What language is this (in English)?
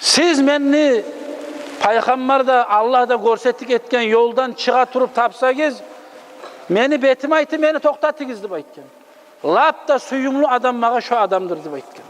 Kumyk